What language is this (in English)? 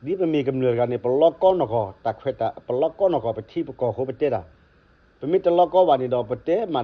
S'gaw Karen